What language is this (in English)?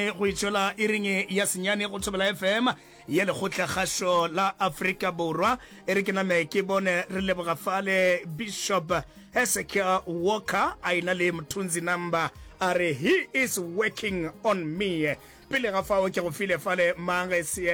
Northern Sotho